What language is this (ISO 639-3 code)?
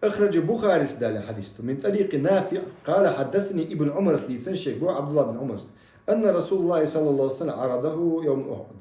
che